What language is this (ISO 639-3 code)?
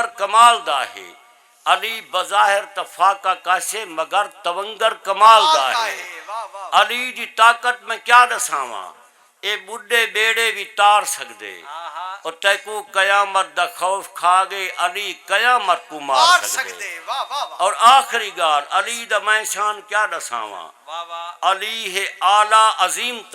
skr